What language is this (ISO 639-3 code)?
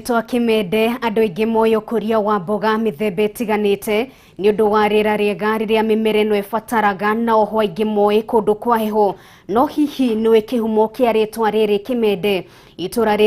kik